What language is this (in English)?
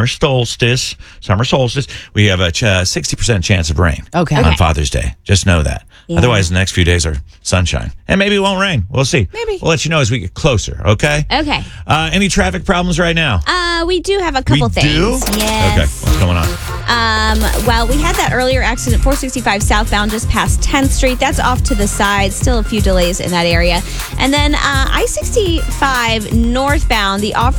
English